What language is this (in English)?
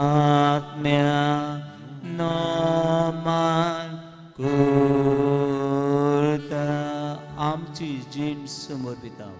Konkani